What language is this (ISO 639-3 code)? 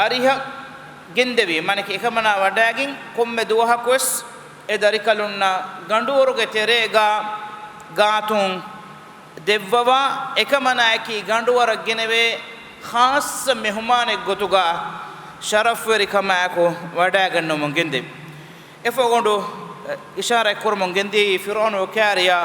div